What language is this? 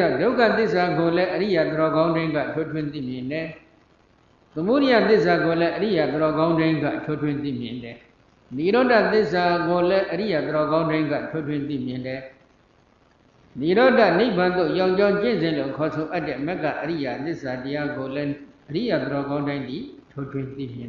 Burmese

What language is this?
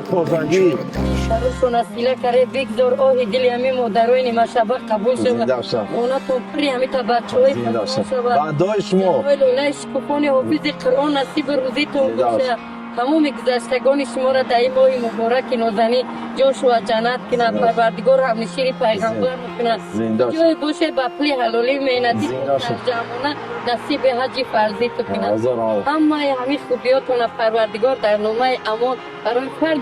Tajik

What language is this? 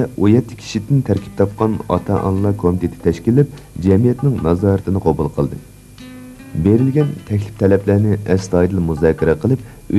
Uyghur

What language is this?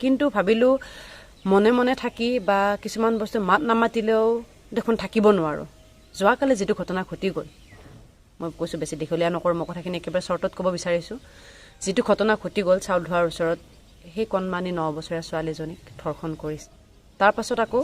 Assamese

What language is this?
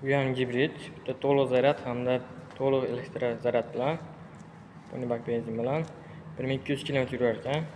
Uzbek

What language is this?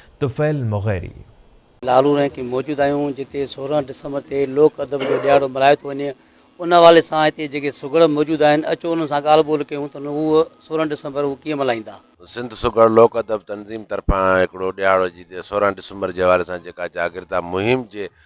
Sindhi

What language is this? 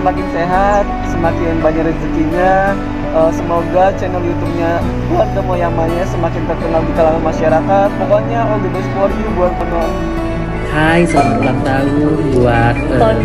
Betawi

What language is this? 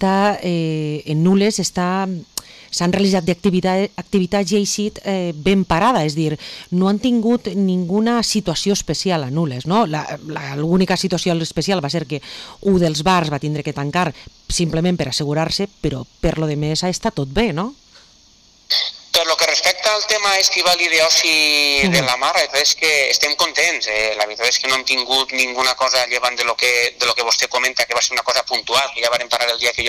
Catalan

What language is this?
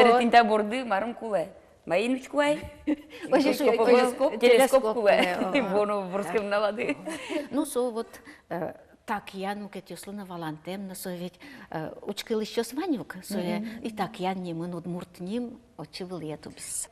Udmurt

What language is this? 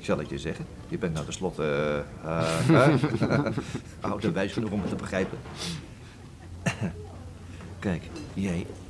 Dutch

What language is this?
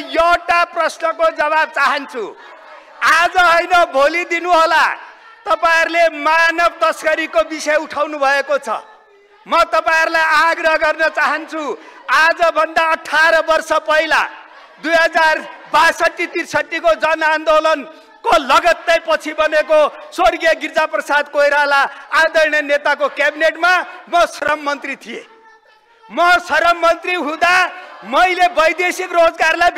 Nepali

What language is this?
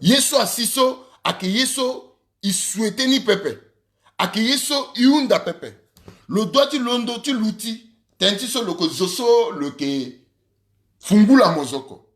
Sango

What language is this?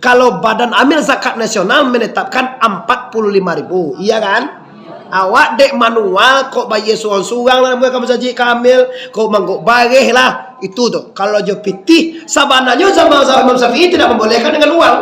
Minangkabau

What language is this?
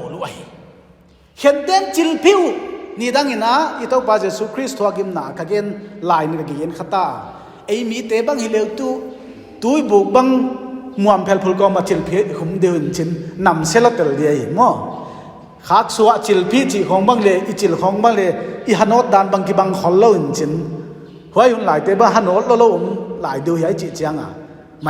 Paite Chin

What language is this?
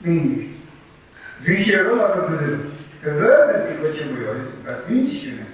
Tibetan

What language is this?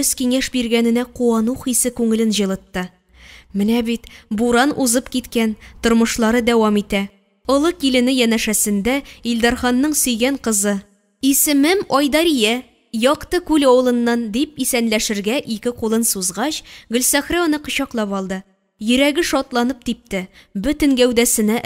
Tatar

